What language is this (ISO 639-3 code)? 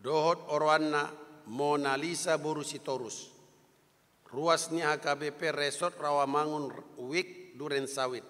bbc